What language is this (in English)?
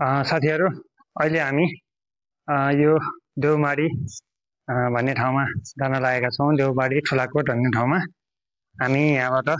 Nepali